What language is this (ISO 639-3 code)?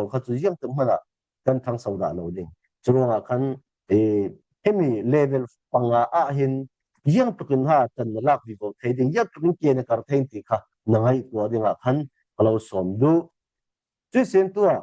cfm